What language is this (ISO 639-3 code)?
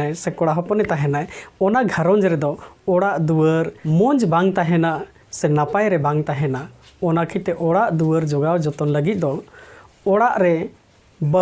sat